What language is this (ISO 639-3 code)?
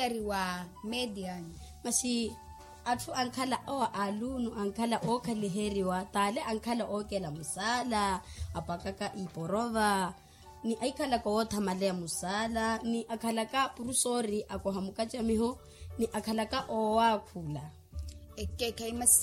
vmw